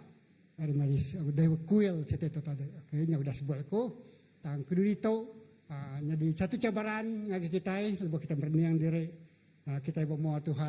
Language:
Iban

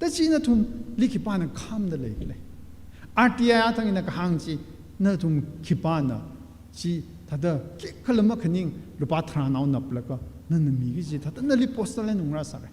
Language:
Tangkhul Naga (India)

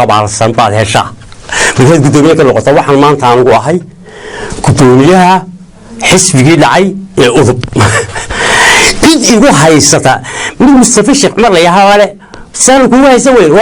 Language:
Somali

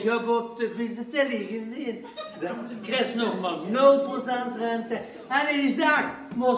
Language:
Limburgish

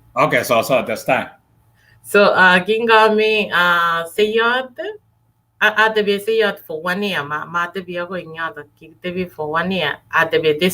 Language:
Kalenjin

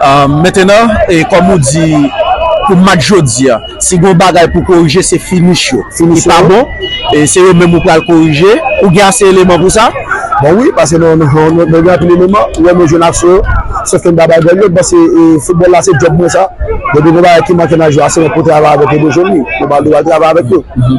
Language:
Haitian Creole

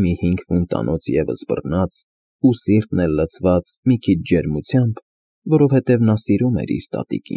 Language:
Armenian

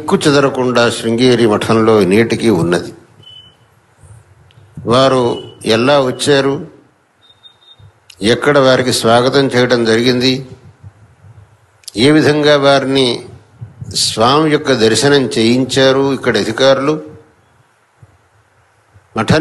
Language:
Telugu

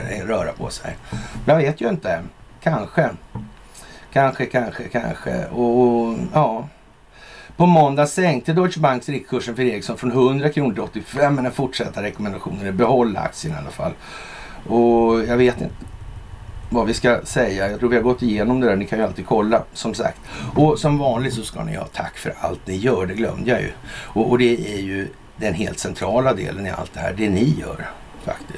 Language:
Swedish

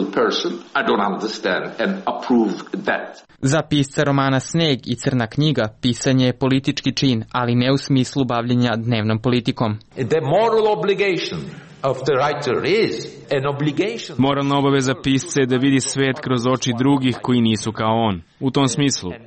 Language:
Serbian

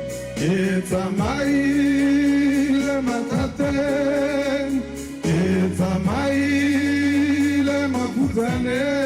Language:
Tswana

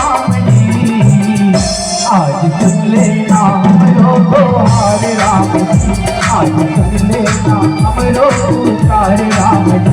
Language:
Chhattisgarhi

